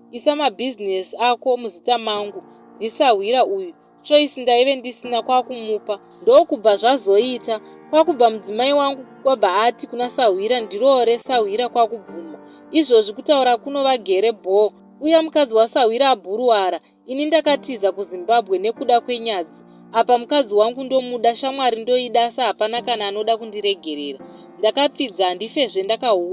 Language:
Shona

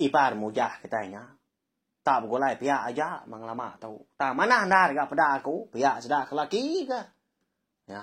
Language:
Iban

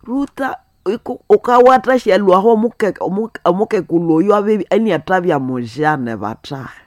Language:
Nande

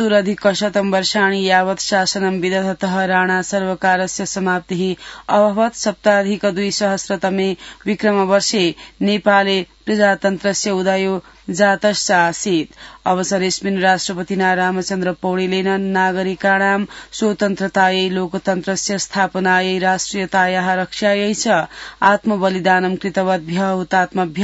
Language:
Sanskrit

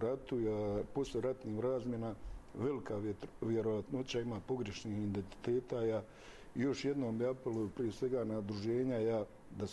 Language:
Croatian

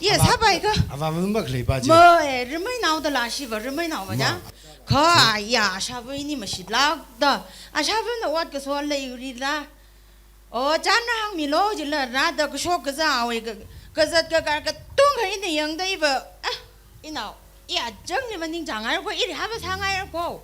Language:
Tangkhul Naga (India)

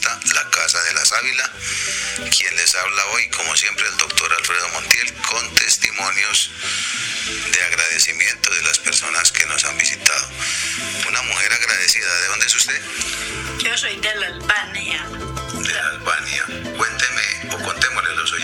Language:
Spanish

